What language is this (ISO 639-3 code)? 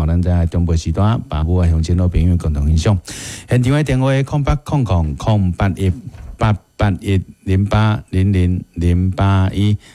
nan